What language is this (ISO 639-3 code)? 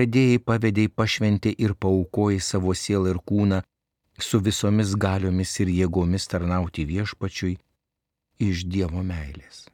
lit